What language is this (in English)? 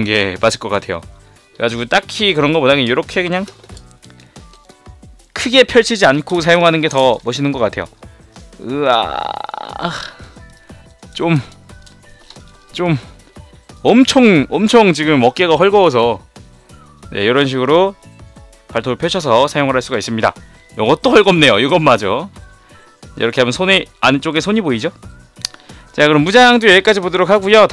Korean